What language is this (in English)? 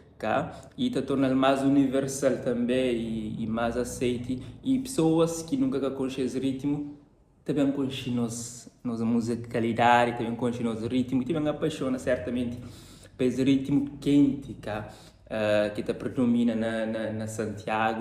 Kabuverdianu